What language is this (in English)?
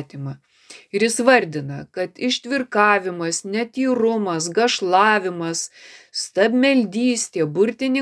Lithuanian